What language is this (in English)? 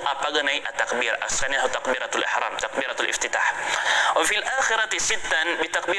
Maranao